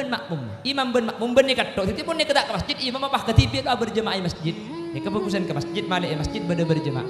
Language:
Madurese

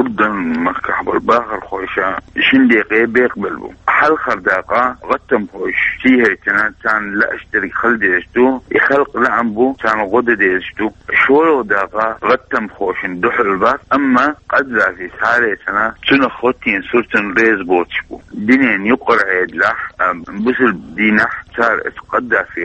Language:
Chechen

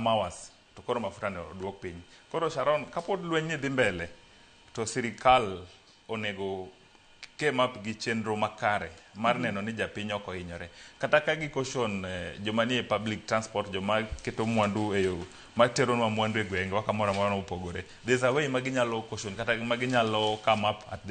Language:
Luo (Kenya and Tanzania)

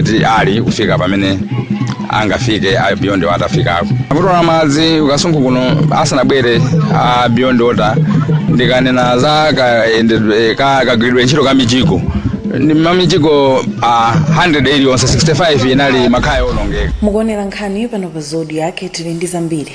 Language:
Nyanja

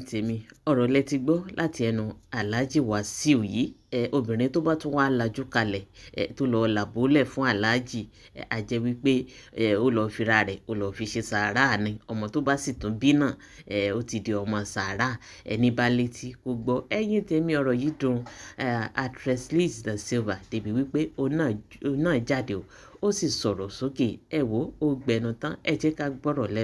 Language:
Yoruba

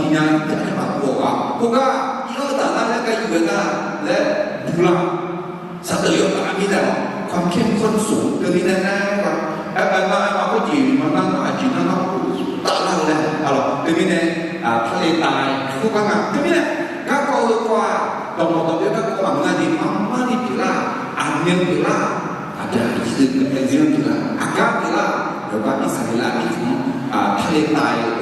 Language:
Akha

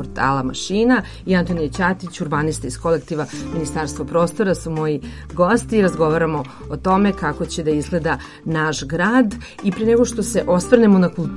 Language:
Serbian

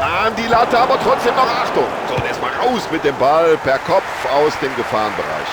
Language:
Bavarian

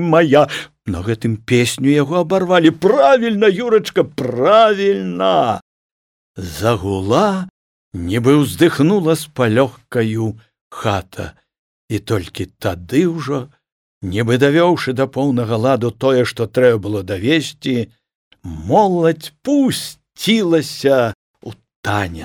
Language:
Belarusian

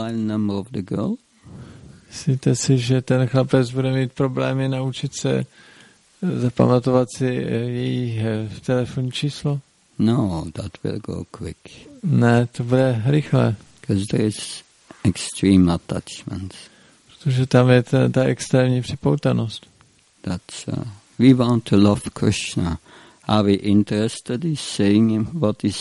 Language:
Czech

